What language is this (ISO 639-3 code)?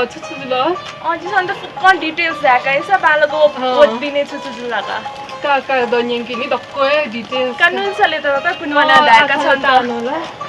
new